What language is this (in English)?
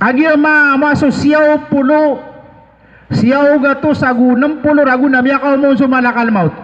Maranao